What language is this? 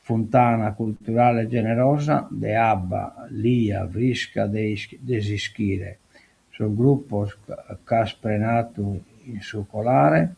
Sardinian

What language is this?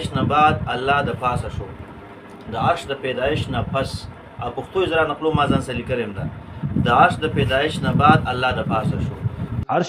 Pashto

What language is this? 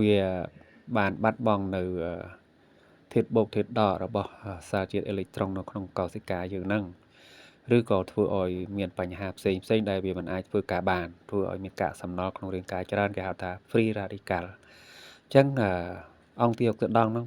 Khmer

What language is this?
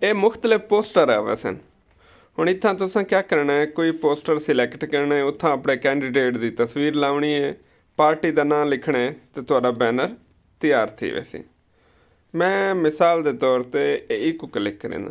Saraiki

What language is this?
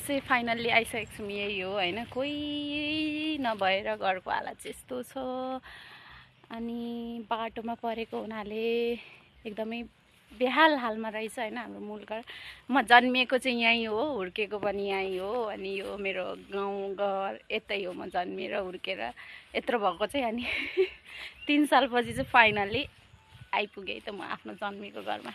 Nepali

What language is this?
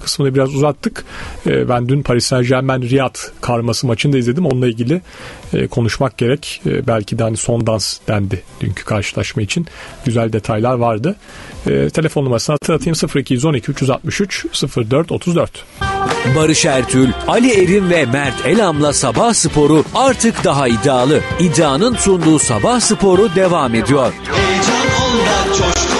Turkish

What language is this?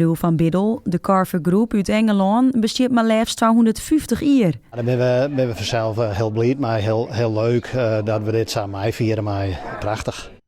Western Frisian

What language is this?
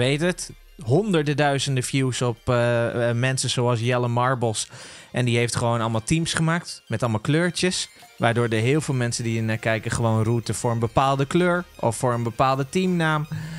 Dutch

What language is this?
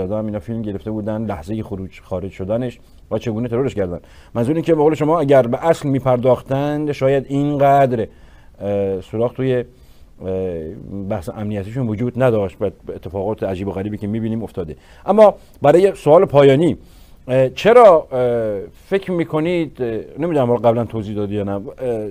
Persian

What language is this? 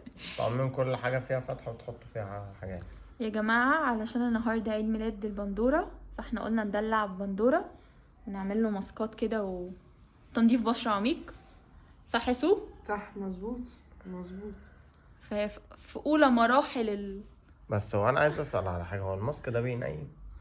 Egyptian Arabic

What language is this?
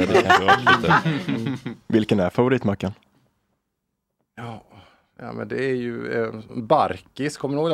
Swedish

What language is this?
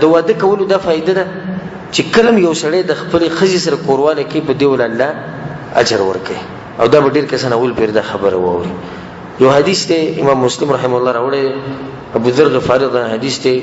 Pashto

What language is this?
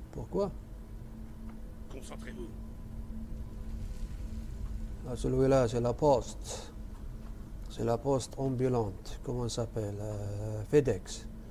French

